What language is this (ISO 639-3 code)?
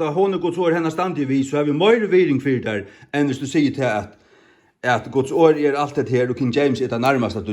fao